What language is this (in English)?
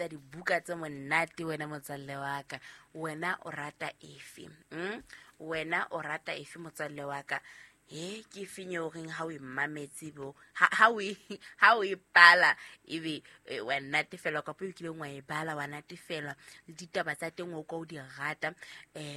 Southern Sotho